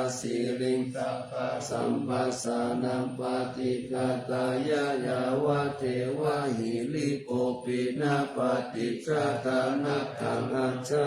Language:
Pali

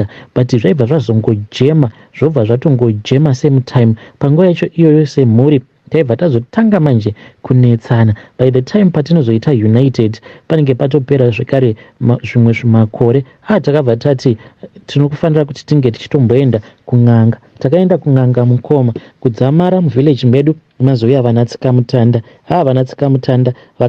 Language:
Shona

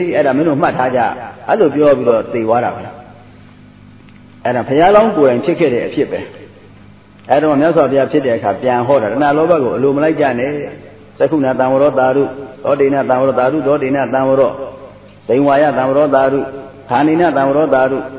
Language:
Burmese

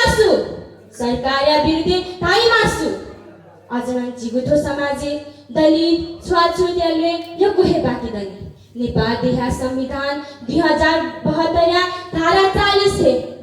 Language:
Newari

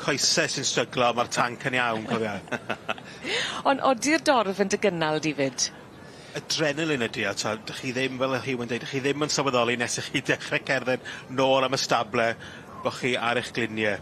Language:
Welsh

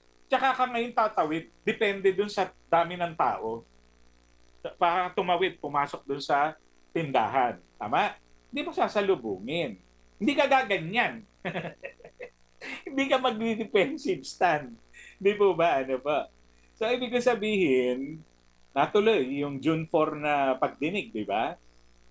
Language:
Filipino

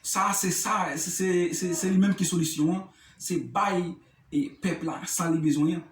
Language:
Haitian Creole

